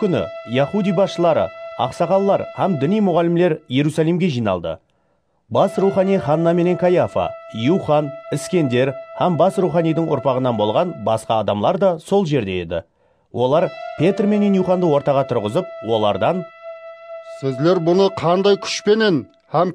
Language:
Kara-Kalpak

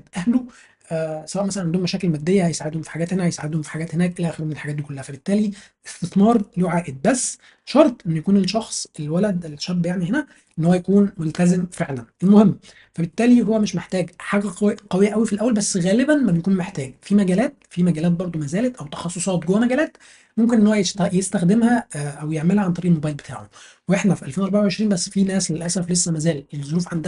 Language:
Egyptian Arabic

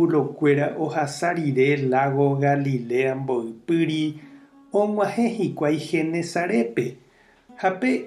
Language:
Guarani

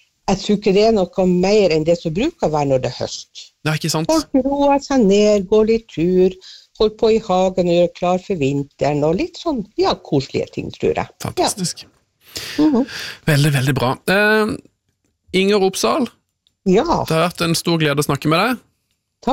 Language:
Norwegian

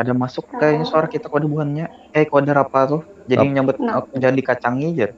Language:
Banjar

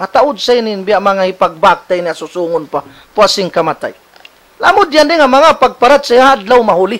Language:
Tausug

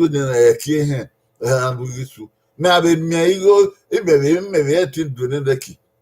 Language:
Bini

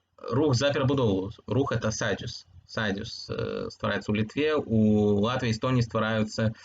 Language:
Belarusian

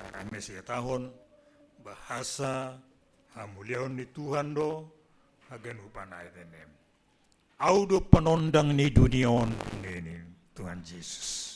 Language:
Batak Simalungun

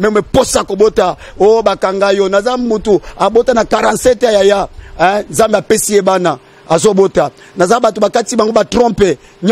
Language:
Lingala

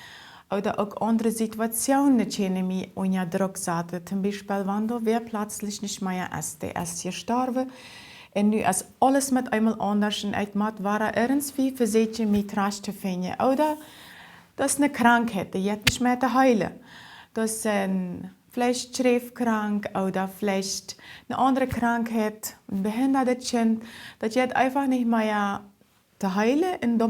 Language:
Plautdietsch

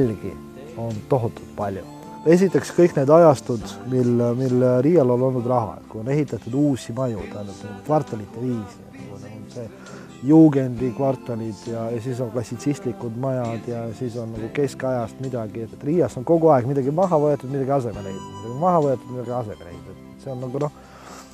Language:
Estonian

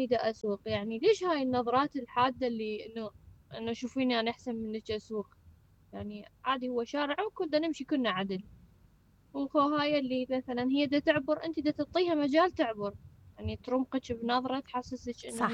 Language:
Mesopotamian Arabic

